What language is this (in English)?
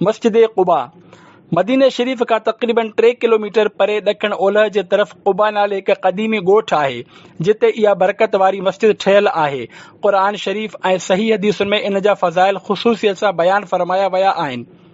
Sindhi